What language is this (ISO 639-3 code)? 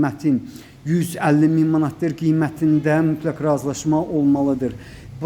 aze